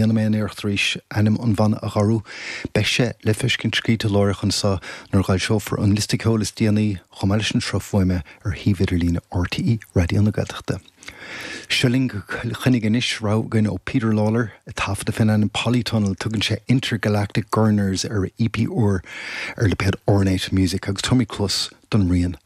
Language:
Irish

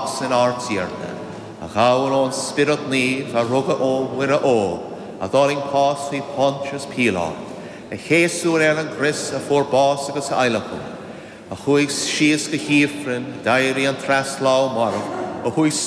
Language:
Irish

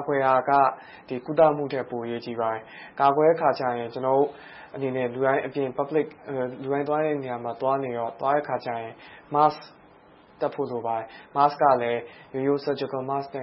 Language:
Burmese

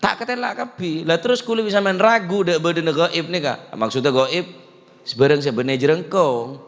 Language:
Madurese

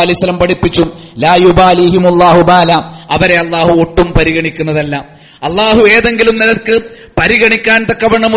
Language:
Malayalam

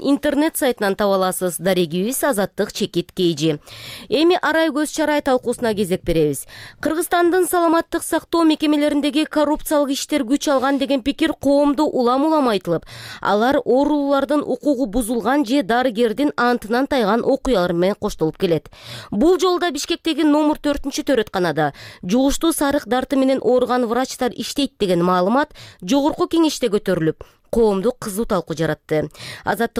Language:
Kyrgyz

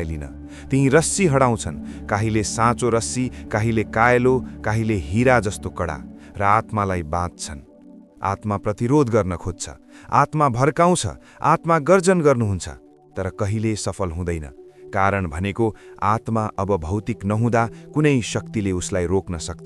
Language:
Nepali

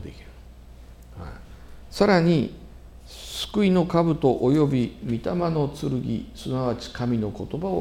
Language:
Japanese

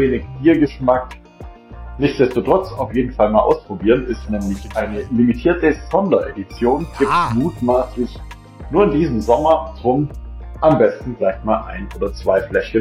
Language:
German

